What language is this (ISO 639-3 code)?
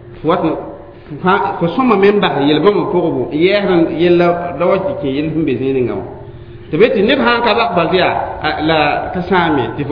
mos